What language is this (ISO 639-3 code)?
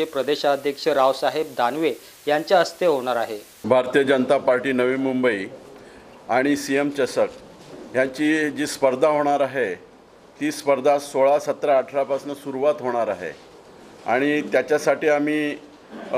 mar